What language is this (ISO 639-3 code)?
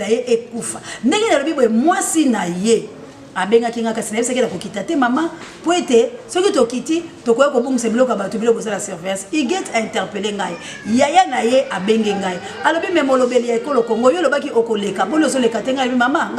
lin